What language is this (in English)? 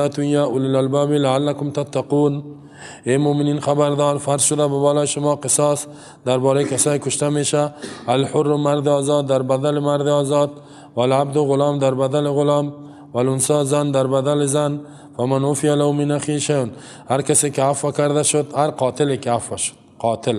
Persian